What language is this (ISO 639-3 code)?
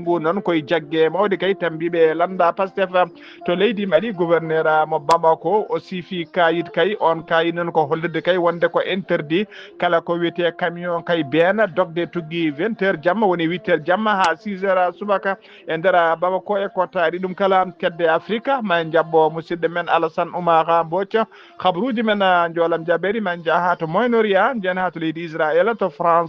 ful